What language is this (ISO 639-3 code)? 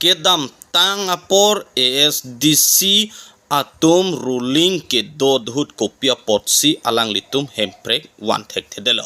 mjw